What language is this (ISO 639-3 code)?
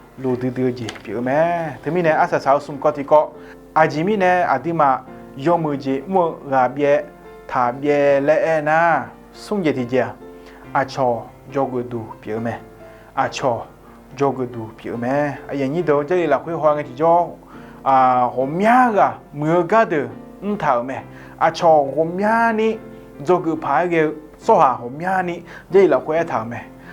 ahk